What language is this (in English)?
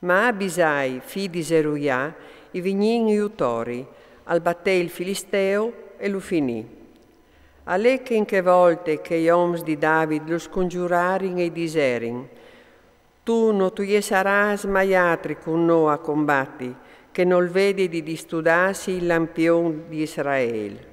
Friulian